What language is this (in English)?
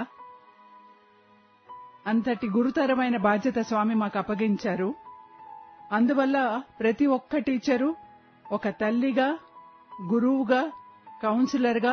Telugu